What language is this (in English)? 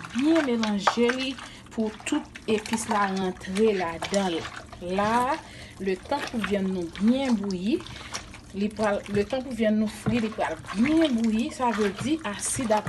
Haitian Creole